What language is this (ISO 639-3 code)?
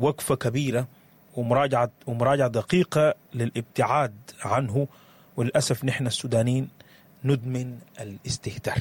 apd